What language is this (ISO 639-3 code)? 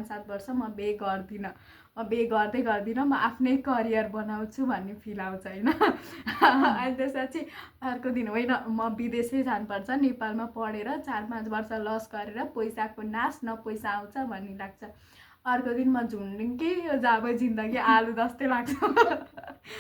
nep